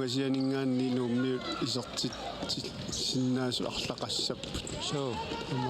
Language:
Kalaallisut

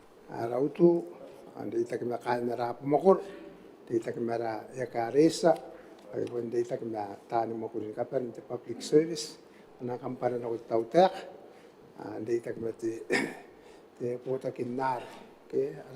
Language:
Gilbertese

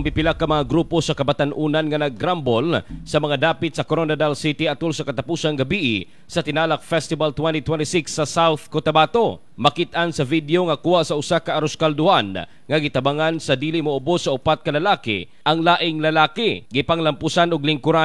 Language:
Cebuano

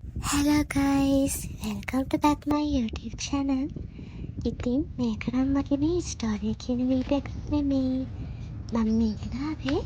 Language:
Sinhala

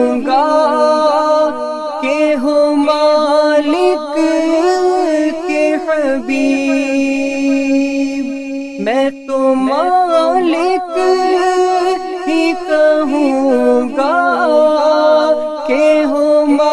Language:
Urdu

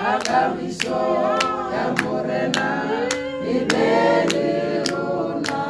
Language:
Tswana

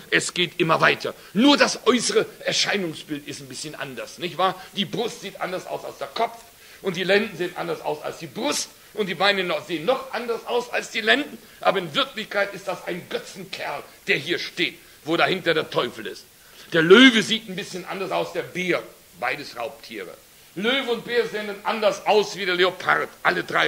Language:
German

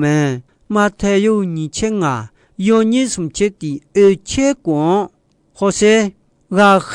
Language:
Akha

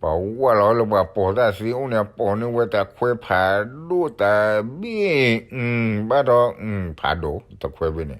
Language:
S'gaw Karen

